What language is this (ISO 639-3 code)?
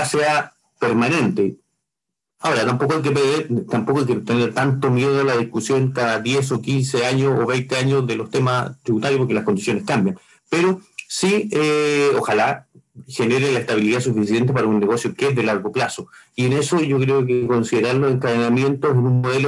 spa